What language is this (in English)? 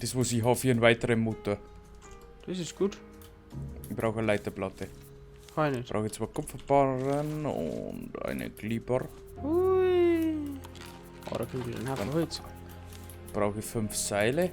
Bavarian